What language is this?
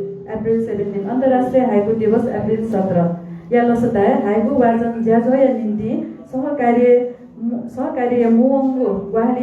Newari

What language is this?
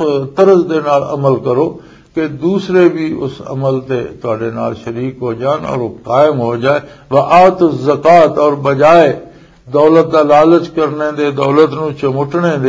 Western Panjabi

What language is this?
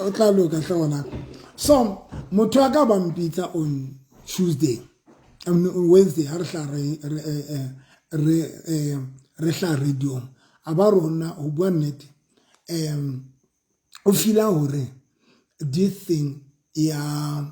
Southern Sotho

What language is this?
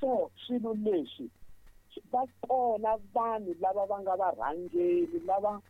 Tsonga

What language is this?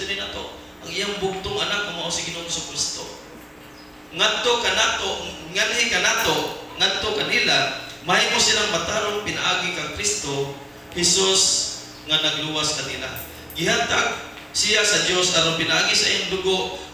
Cebuano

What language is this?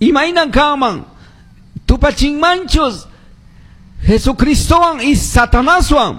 Quechua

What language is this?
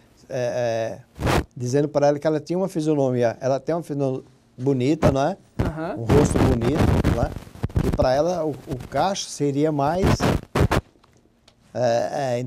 Portuguese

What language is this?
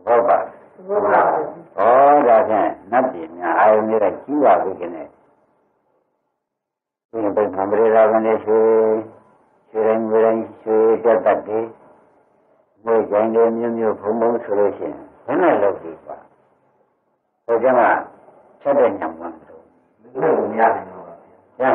Burmese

